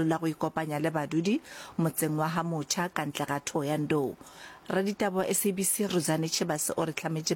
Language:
Northern Sotho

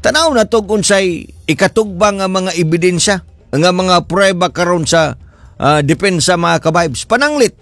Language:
Cebuano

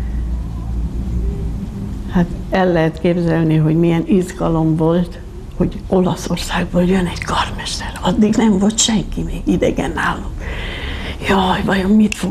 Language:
Hungarian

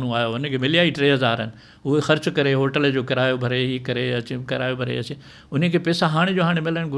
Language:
Sindhi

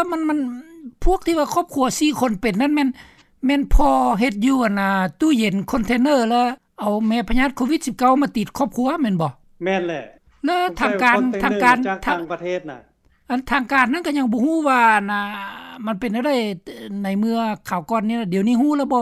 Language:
Lao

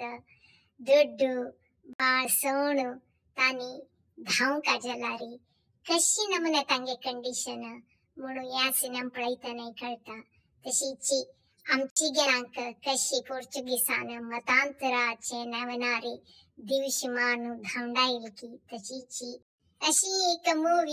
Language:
Konkani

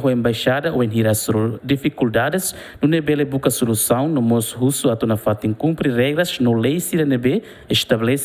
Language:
Tetum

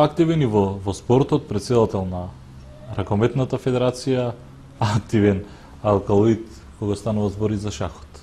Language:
Macedonian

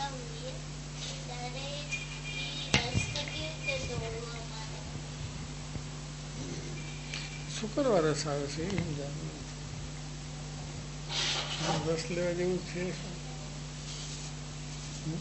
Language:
Gujarati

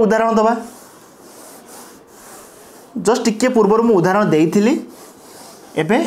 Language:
Odia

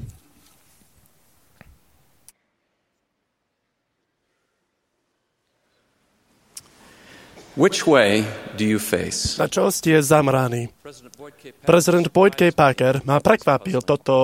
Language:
Slovak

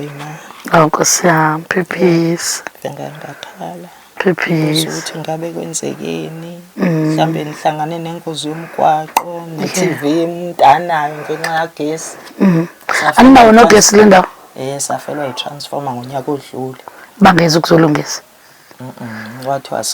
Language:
Zulu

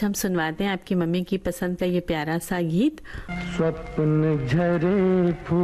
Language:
Hindi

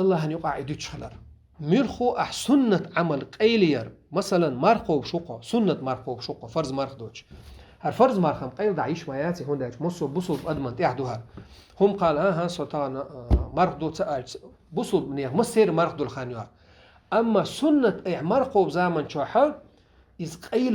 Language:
Chechen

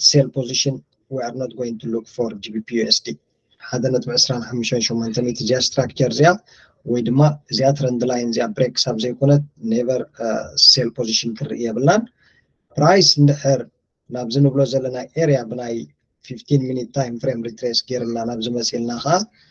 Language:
Tigrinya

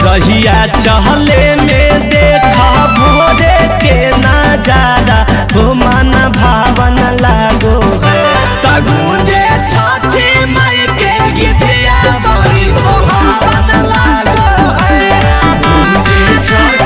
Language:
Magahi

